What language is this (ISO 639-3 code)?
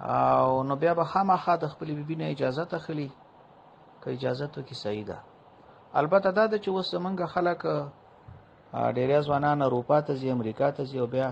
pus